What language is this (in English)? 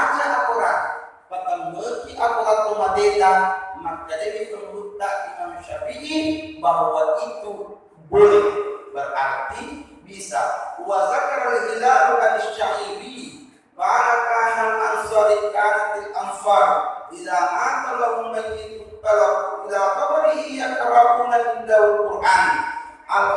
Buginese